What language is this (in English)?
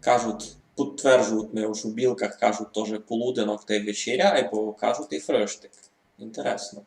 Rusyn